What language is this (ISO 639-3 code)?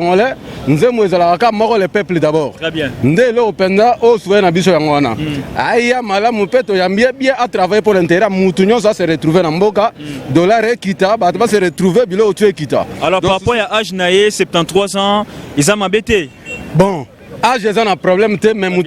lin